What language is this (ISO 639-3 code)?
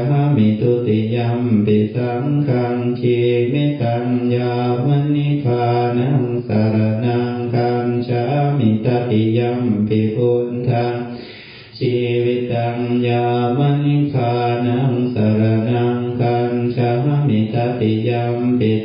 pli